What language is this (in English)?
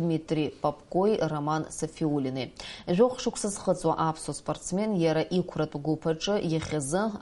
Abkhazian